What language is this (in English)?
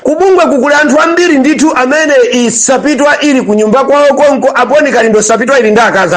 Nyanja